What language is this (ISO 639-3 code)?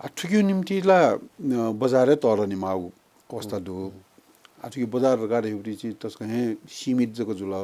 new